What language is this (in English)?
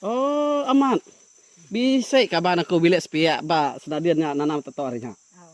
Iban